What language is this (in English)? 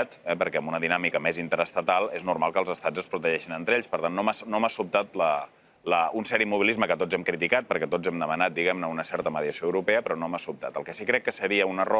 Catalan